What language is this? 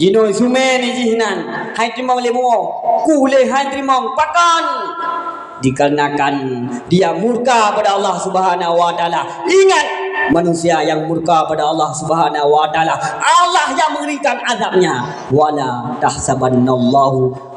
Achinese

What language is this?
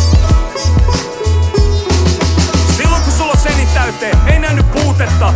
Finnish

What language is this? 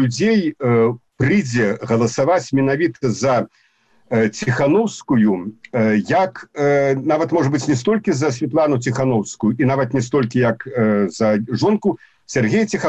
Belarusian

